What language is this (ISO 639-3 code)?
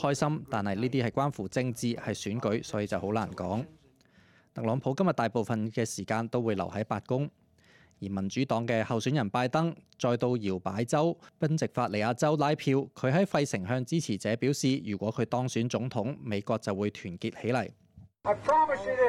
yue